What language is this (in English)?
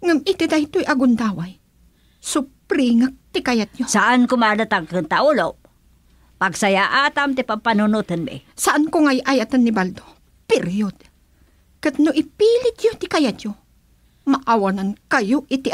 Iloko